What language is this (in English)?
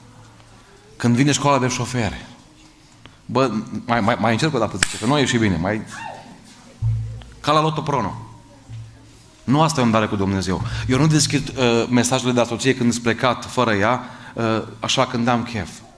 Romanian